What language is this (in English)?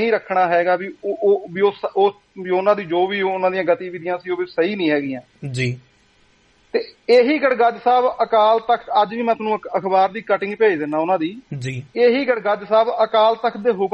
Punjabi